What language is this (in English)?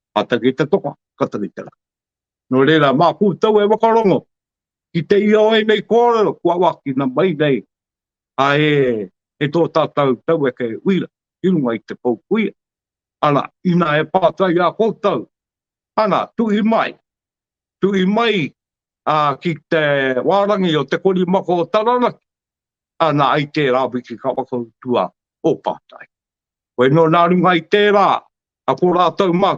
Māori